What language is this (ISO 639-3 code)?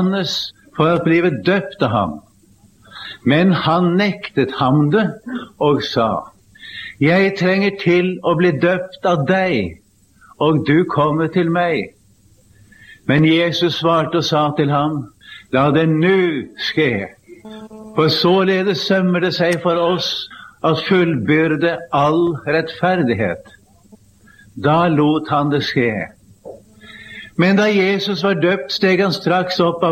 nor